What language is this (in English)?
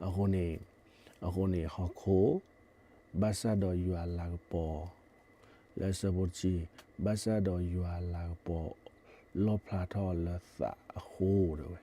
S'gaw Karen